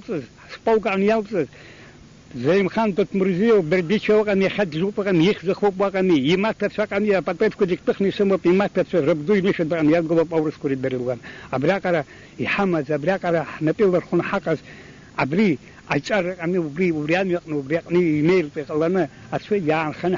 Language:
Abkhazian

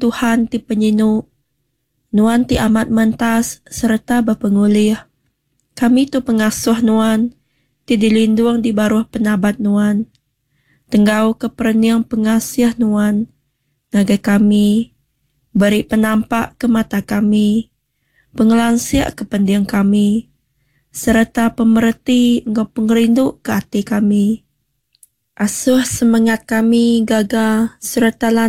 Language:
Iban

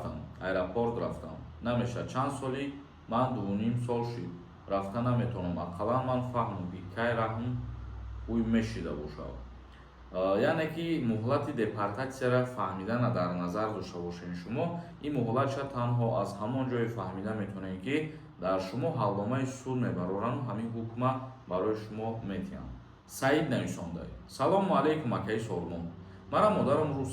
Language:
Tajik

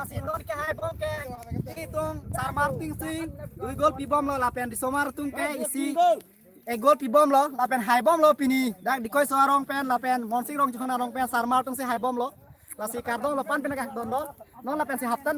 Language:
Karbi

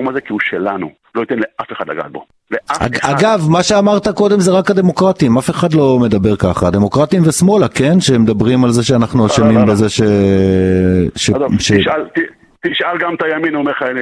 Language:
Hebrew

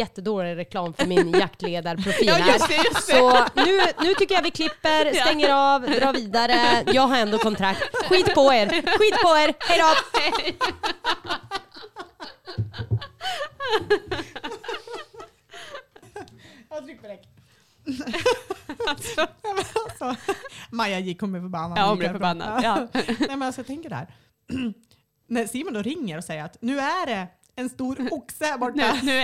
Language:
Swedish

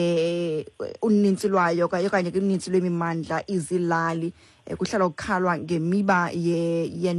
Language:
Xhosa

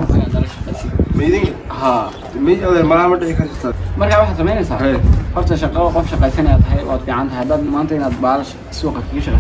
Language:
Somali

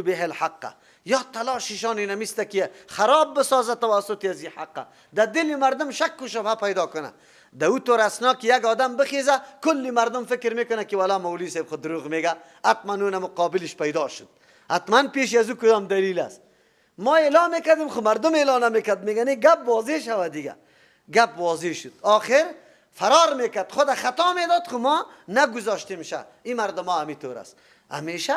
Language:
Persian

